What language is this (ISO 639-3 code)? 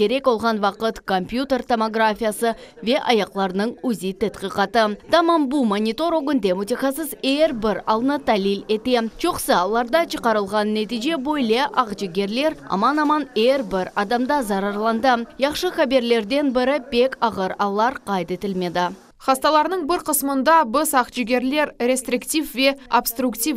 crh